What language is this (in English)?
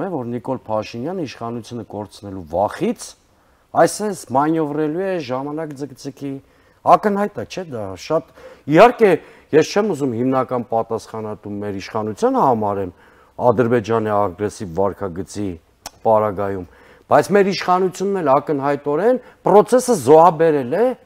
Armenian